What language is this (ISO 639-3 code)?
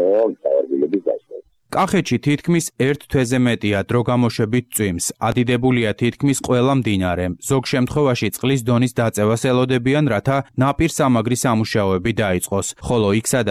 kat